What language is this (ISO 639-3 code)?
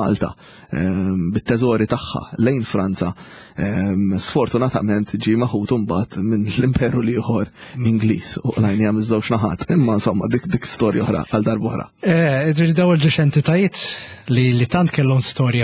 mlt